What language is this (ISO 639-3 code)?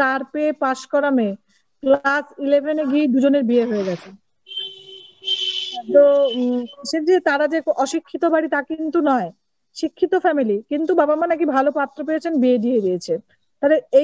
ben